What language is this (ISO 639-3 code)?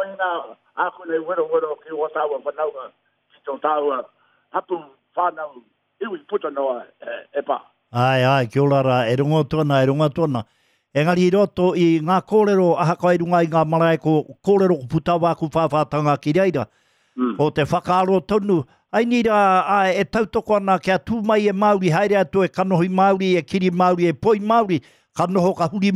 mri